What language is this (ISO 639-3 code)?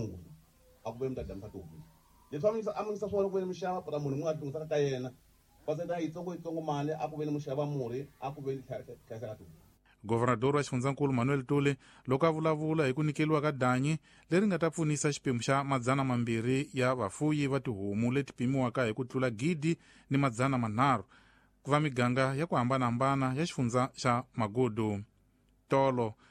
tso